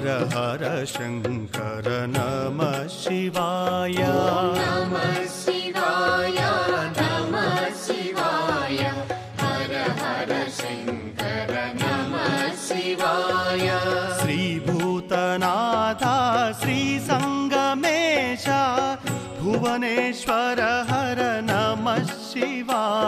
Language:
Telugu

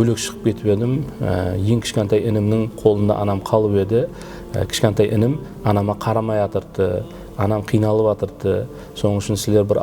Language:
Kara-Kalpak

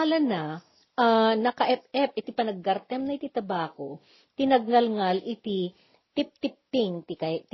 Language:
Iloko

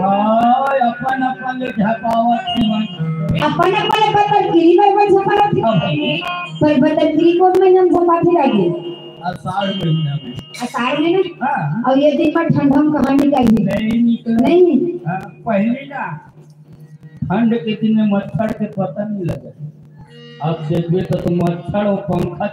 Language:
Chhattisgarhi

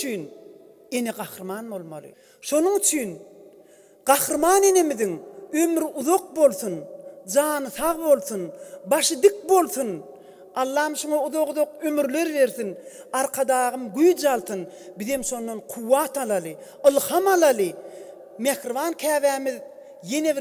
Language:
Turkmen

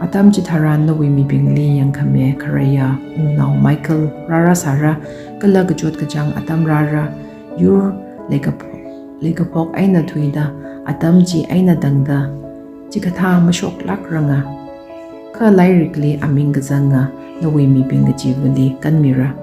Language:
Tangkhul Naga (India)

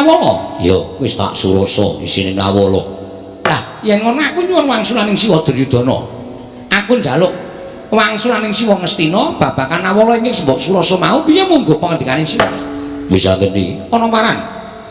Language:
Javanese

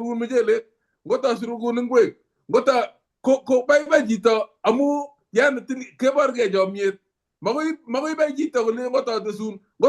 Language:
Kalenjin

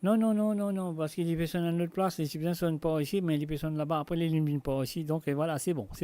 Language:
Morisyen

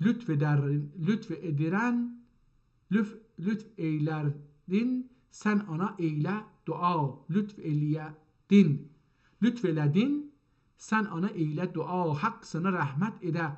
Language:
South Azerbaijani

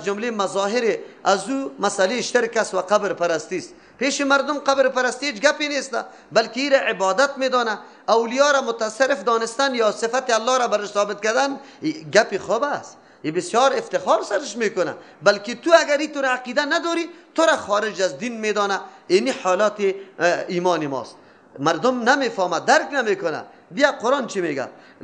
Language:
Persian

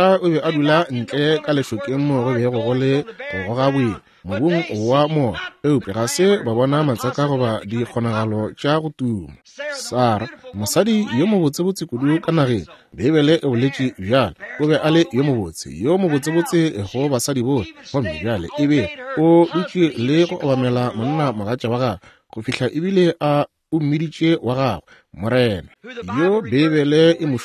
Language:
Northern Sotho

